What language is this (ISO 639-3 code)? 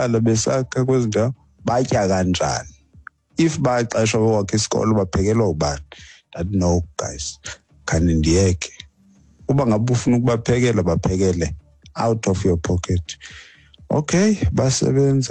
xho